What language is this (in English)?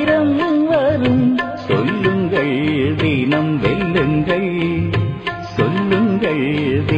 Tamil